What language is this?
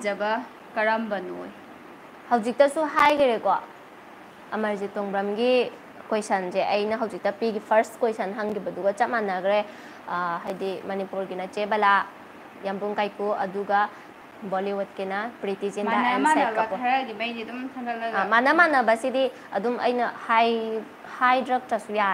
Manipuri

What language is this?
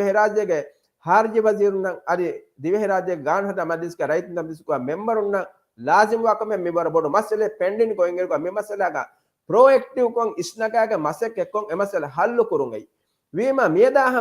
Divehi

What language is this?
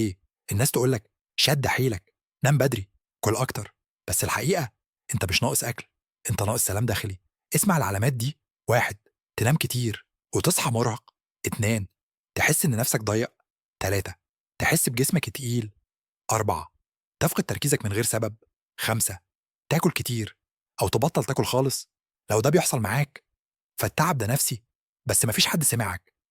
Egyptian Arabic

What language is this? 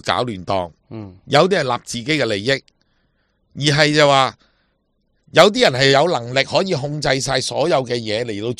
Cantonese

